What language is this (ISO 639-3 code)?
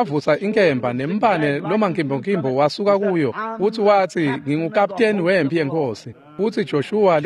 ssw